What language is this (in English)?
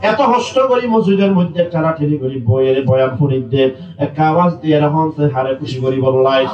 Rohingya